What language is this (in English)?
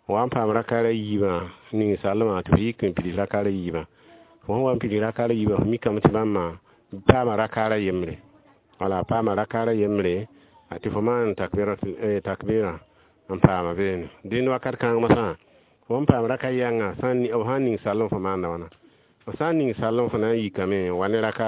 Mossi